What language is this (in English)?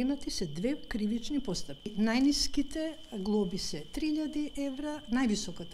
Macedonian